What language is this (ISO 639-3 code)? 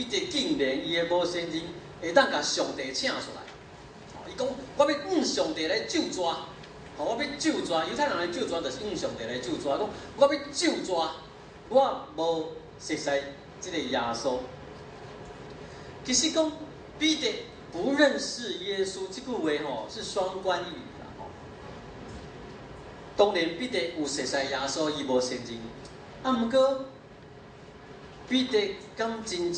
nan